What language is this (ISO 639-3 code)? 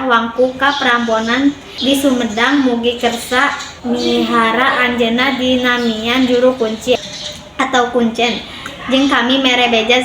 sun